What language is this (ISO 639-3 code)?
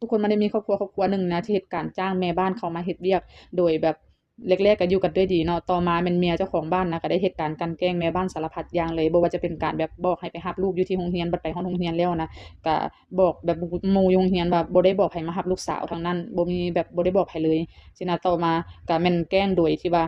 lao